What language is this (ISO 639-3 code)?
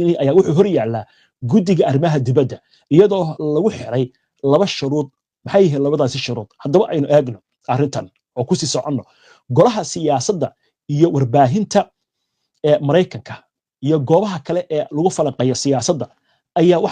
som